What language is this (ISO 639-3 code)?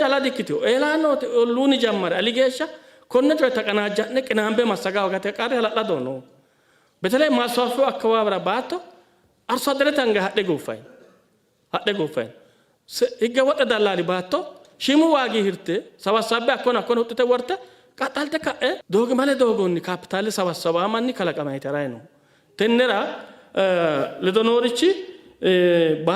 sid